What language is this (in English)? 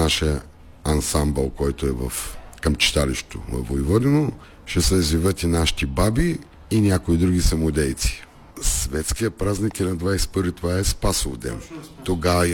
Bulgarian